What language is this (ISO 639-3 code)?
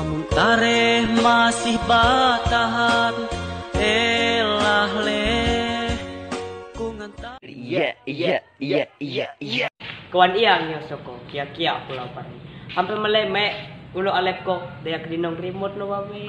mhy